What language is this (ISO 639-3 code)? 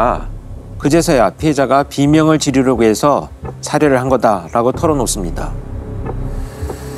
kor